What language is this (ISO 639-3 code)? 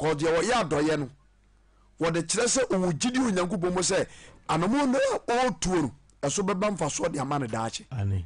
aka